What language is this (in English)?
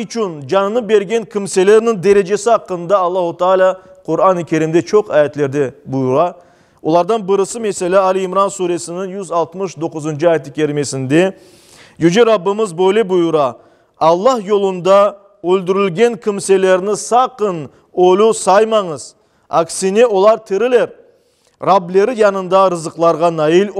Crimean Tatar